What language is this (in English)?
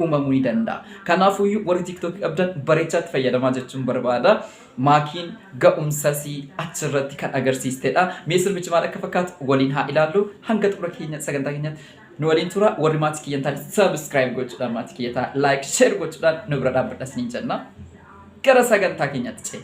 Oromo